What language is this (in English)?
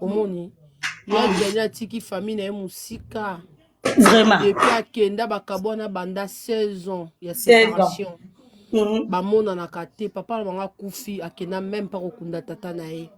Lingala